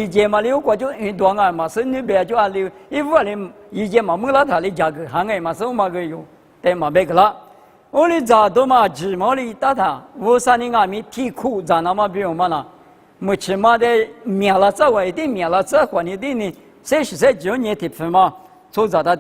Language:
Lisu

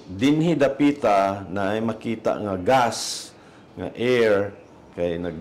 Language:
Cebuano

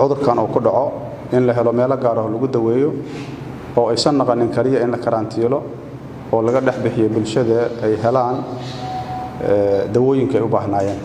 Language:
Somali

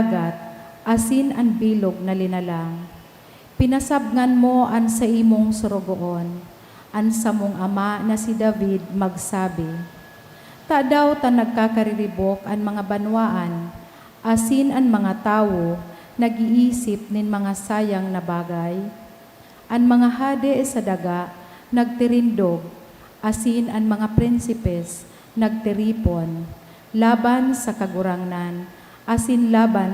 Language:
Bikol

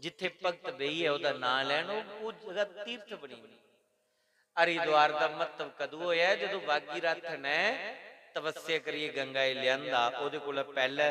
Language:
Dogri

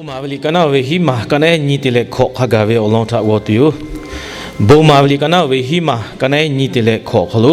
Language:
Lahu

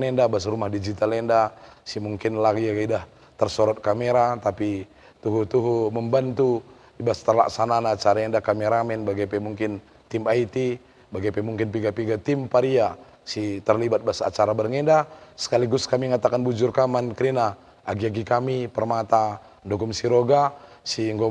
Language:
Batak Karo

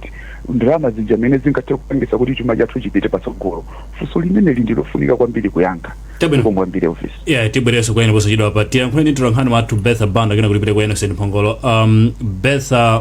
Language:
Nyanja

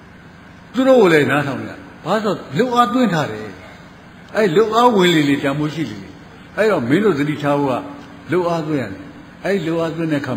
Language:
Burmese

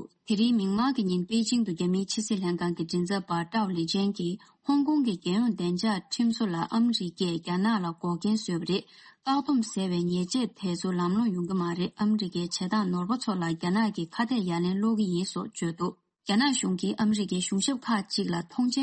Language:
Tibetan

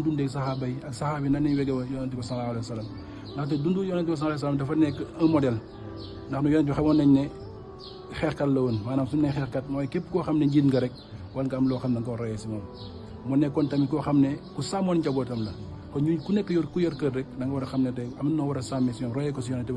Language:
Wolof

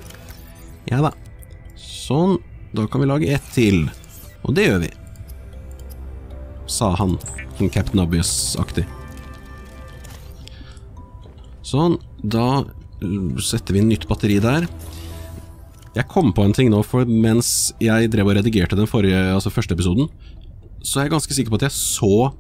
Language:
Norwegian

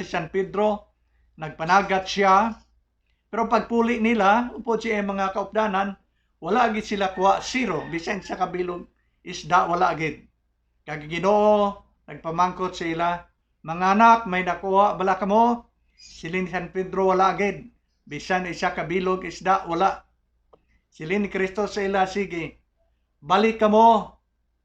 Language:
Hiligaynon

